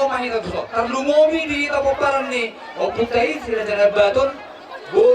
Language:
Batak Toba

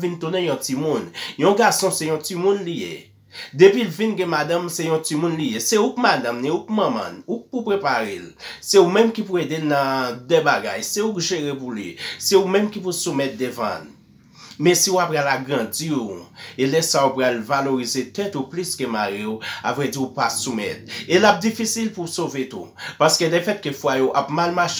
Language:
Haitian Creole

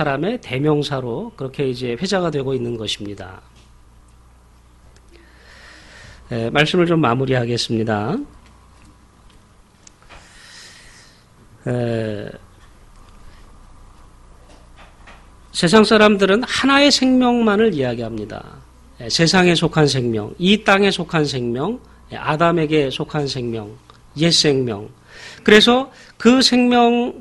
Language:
Korean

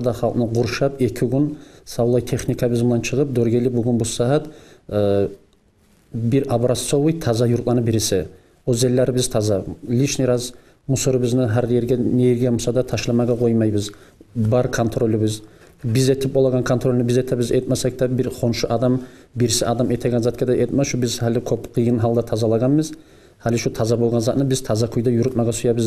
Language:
Kumyk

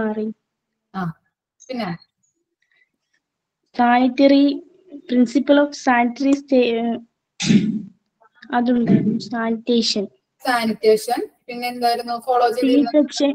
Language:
Malayalam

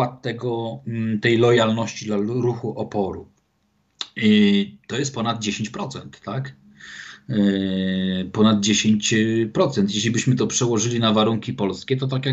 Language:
Polish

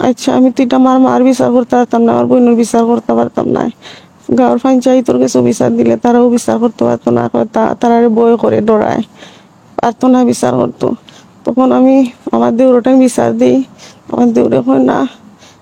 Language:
Sylheti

